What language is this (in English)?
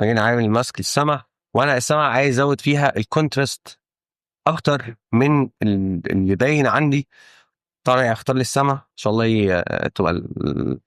Egyptian Arabic